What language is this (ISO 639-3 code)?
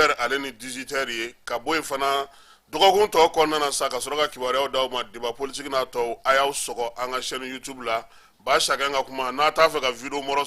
bam